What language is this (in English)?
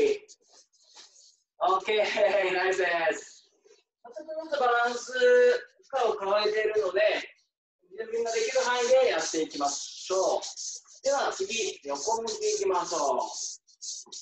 Japanese